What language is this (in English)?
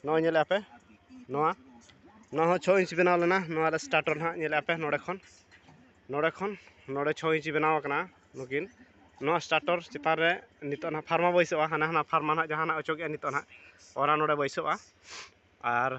Santali